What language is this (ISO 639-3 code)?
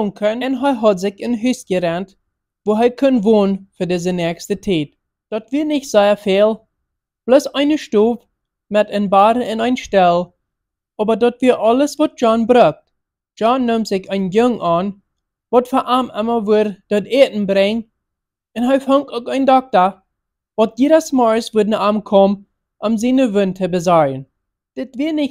pdt